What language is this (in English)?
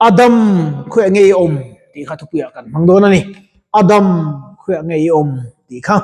Mizo